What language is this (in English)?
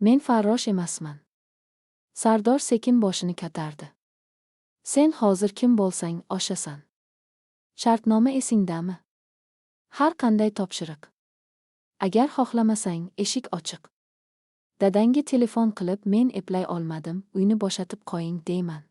Uzbek